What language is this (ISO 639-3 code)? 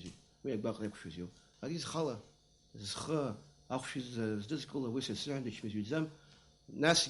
abk